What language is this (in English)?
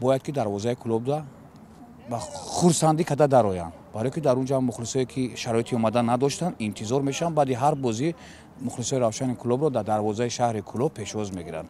Tajik